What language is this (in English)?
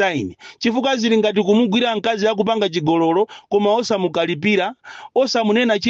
Nyanja